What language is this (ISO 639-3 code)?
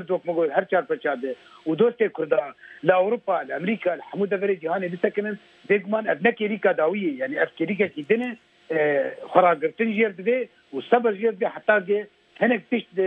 kur